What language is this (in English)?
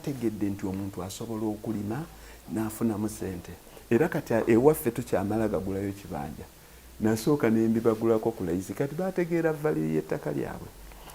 Ganda